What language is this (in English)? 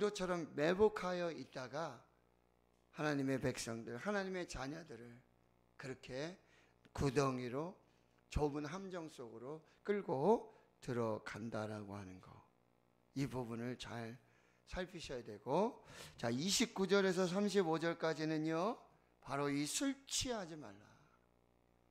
Korean